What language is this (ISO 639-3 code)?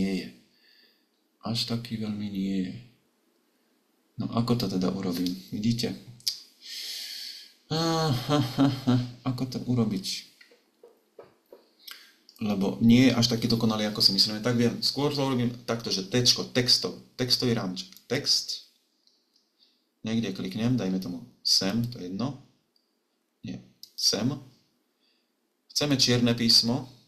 slk